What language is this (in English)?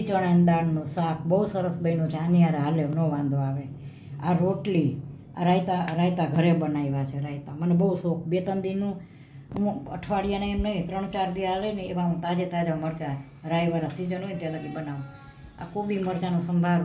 Gujarati